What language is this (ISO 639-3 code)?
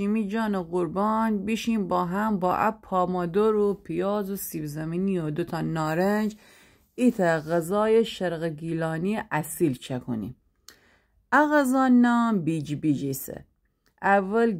glk